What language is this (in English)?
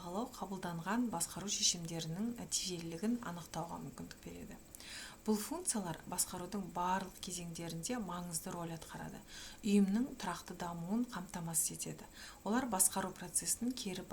Kazakh